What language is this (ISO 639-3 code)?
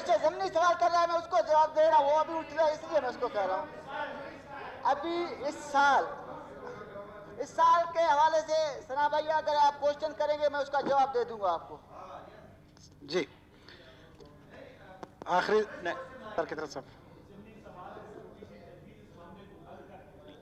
urd